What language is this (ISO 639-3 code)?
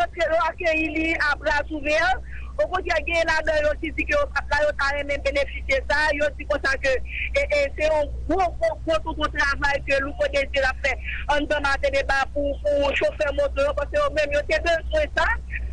hat